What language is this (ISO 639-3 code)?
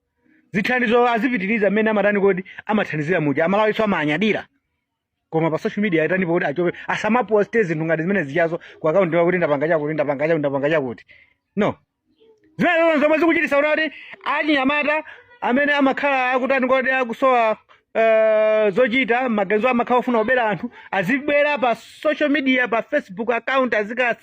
nya